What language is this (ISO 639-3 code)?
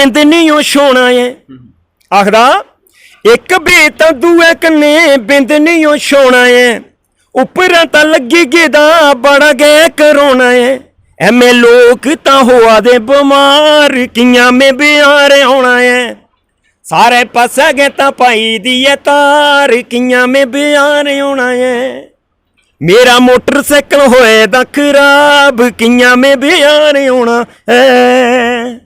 doi